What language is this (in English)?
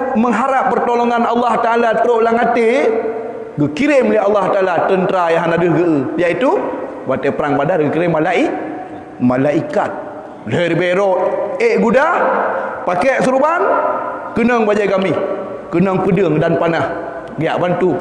Achinese